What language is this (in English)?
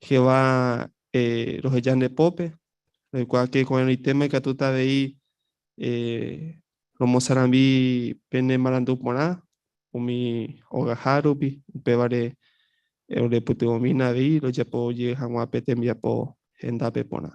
Guarani